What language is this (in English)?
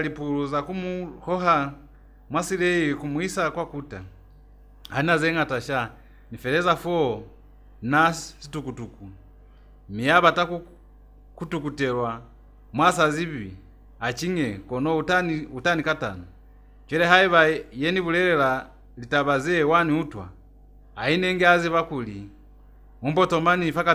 Lozi